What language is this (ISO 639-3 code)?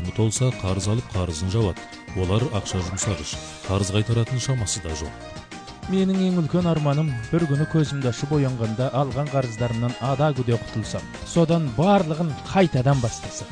kaz